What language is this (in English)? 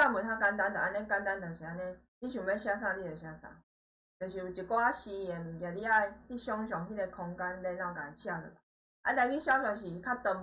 Min Nan Chinese